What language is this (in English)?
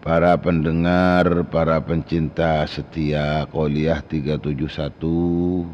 Madurese